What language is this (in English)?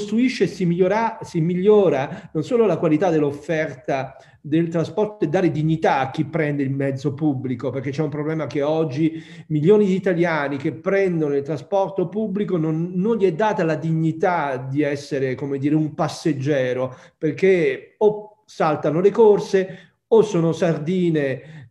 Italian